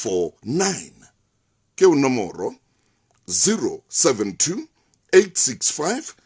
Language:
Southern Sotho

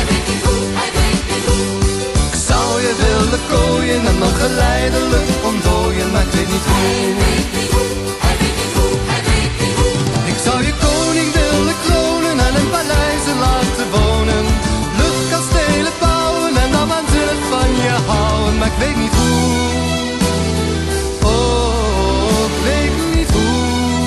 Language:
Dutch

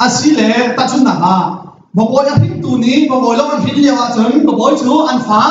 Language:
Hakha Chin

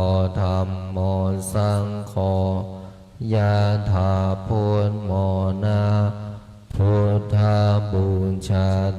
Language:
Pali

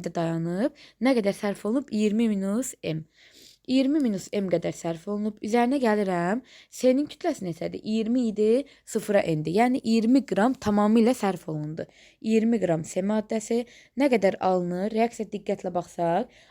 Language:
Azerbaijani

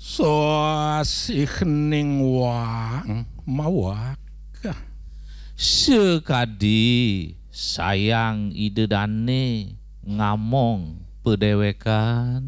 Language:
Balinese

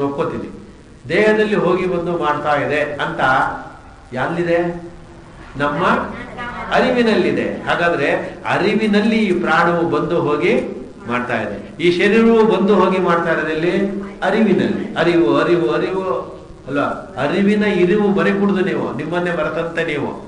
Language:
Kannada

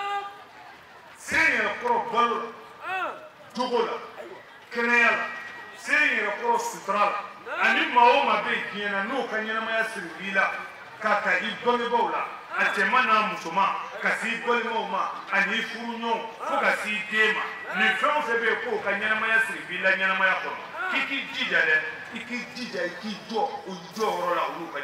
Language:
Bambara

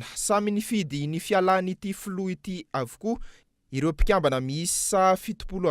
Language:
Malagasy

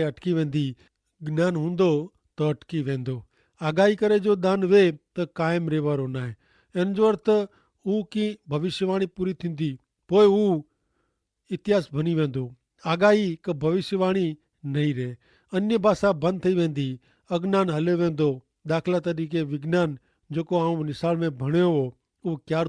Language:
Kachhi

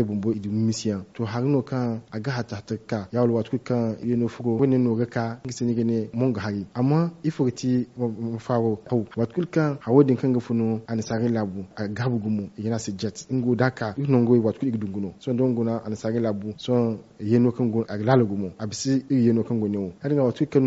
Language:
Zarma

